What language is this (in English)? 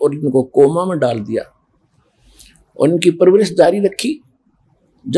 Hindi